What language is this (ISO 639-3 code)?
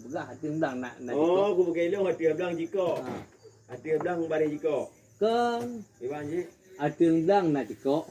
ace